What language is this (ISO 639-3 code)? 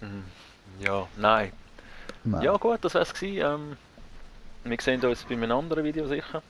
gsw